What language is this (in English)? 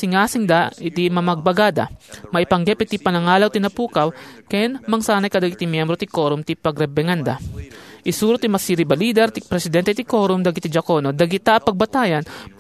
Iloko